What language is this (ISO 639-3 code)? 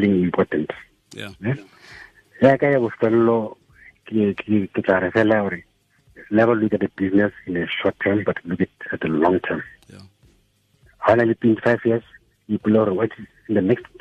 tsn